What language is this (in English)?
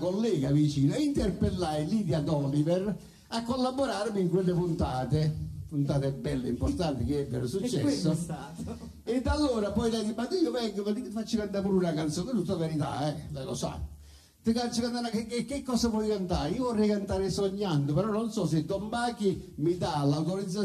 Italian